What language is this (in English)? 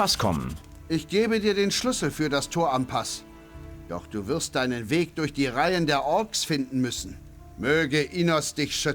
Bavarian